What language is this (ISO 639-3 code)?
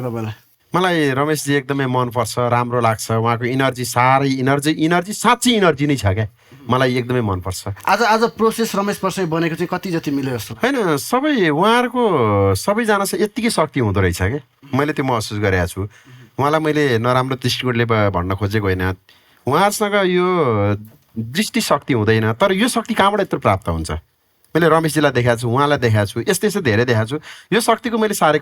nep